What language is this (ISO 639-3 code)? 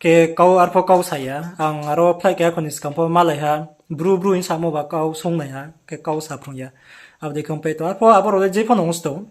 ria